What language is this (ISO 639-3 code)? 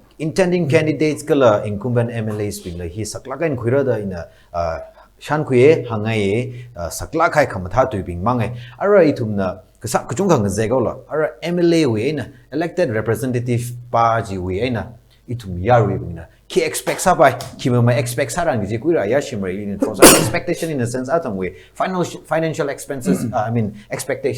nmf